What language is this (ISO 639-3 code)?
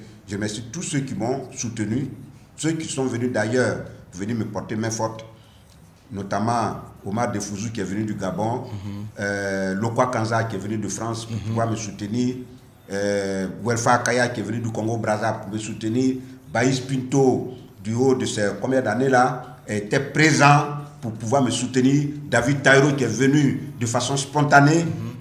fra